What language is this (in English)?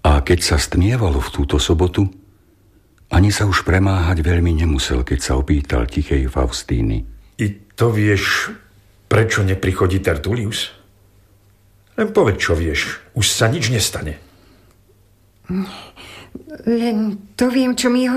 Slovak